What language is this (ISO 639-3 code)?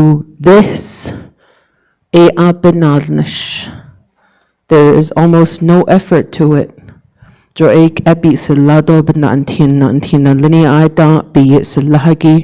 nav